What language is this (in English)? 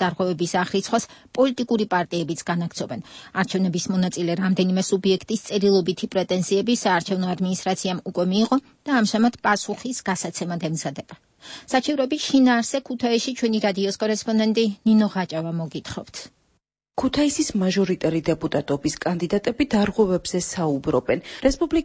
Georgian